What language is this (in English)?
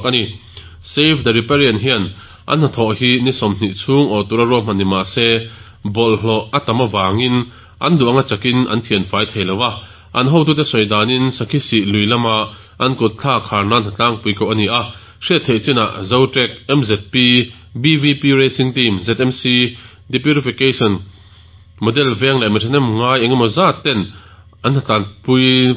Mizo